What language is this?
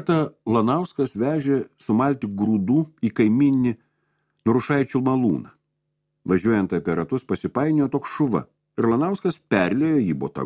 Lithuanian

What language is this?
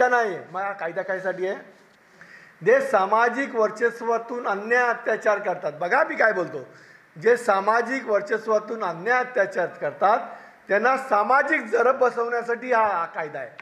Marathi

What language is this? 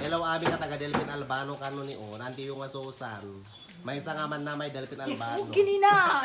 Iloko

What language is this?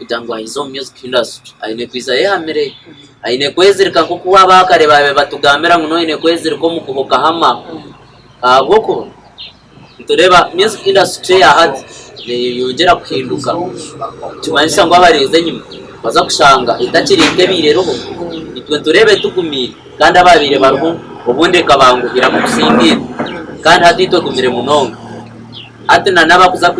Nyankole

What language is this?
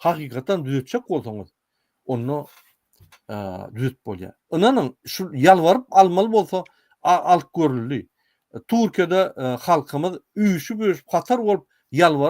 Turkmen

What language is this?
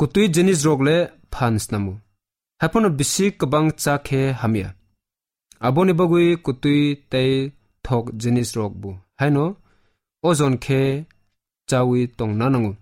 Kok Borok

